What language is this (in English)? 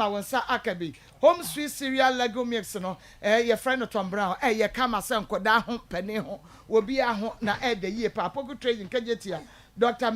Akan